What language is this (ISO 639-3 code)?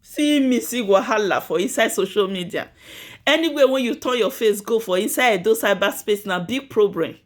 pcm